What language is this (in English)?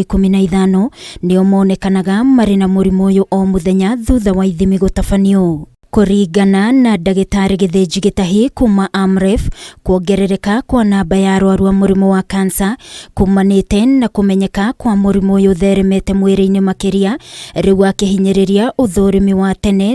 Kikuyu